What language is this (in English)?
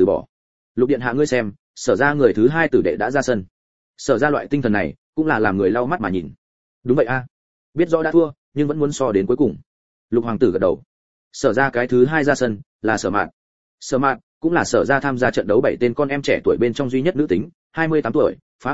Vietnamese